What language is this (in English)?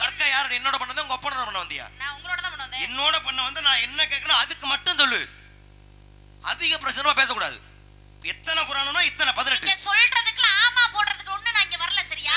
Tamil